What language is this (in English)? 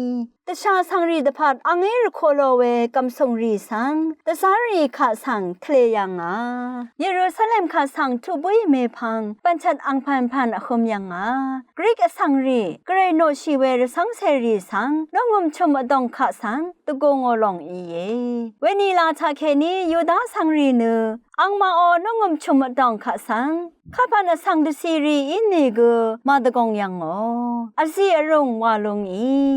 Rawang